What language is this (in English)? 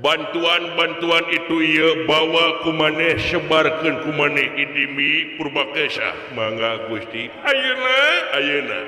Sundanese